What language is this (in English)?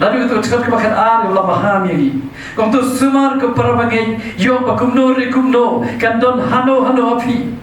Khasi